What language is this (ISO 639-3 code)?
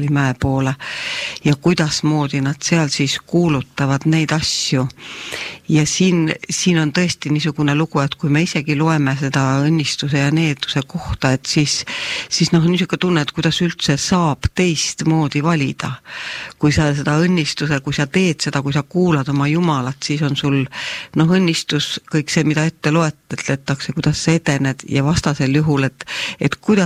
est